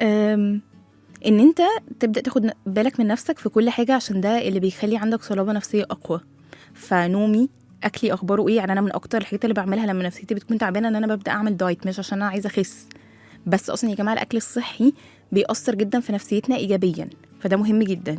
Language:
Egyptian Arabic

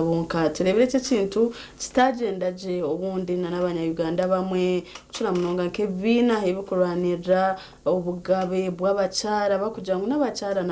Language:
Nyankole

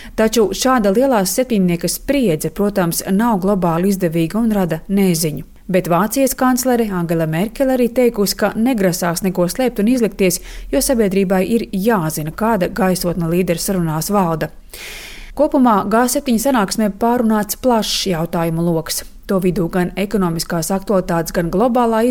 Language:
Latvian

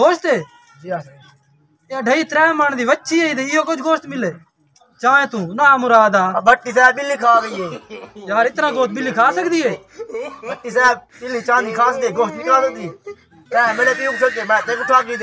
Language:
Saraiki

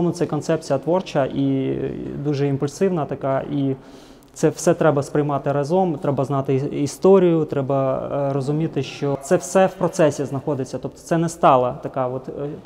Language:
Ukrainian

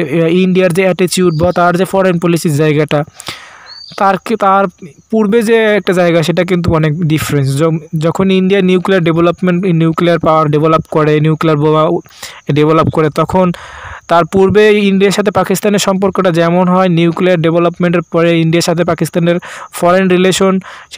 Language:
Bangla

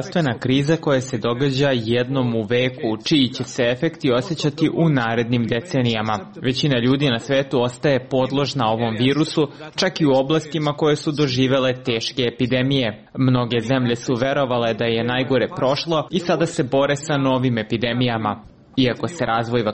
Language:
Serbian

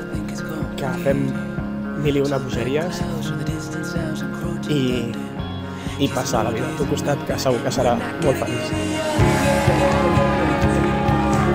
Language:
Catalan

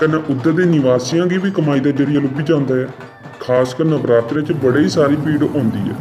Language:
Dogri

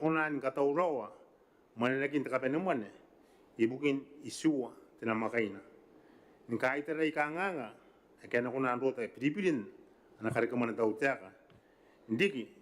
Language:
Gilbertese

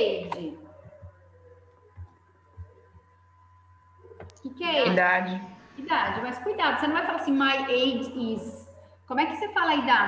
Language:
Portuguese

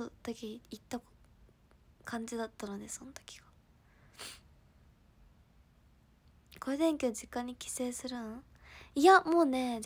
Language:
Japanese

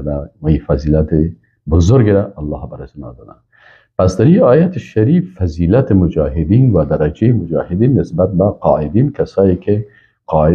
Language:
Persian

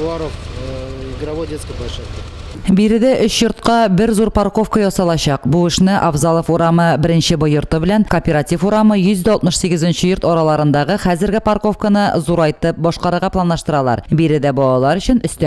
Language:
Tatar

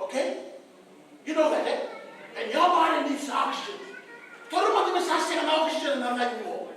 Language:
Fijian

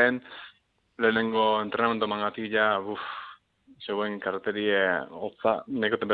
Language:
Basque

